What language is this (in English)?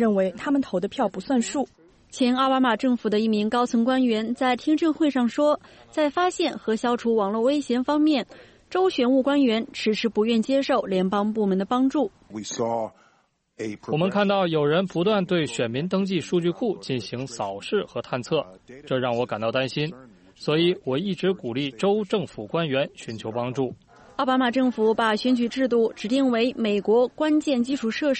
Chinese